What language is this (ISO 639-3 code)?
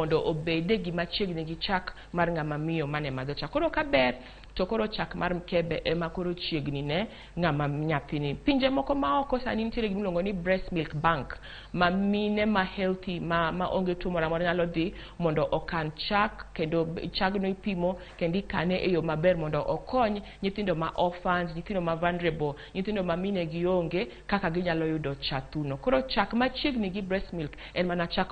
luo